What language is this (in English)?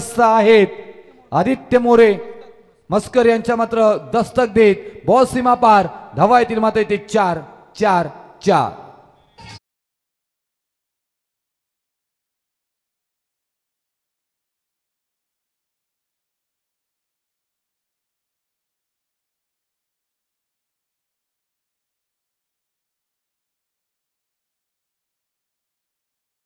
Marathi